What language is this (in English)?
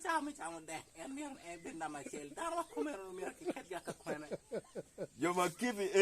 Acoli